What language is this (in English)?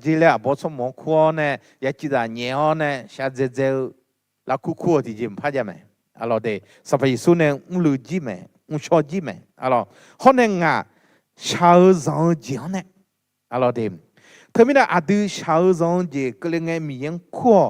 Akha